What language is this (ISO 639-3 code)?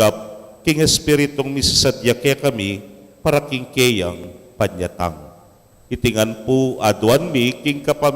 pam